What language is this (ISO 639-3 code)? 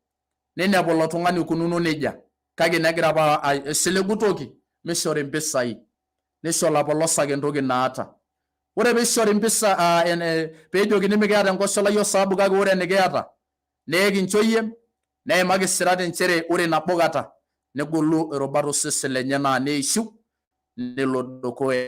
mas